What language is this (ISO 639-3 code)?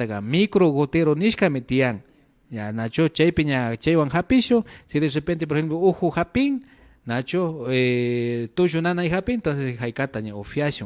qvi